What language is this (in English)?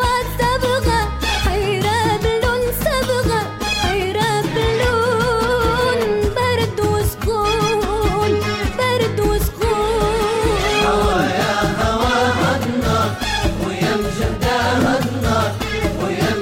Moroccan Arabic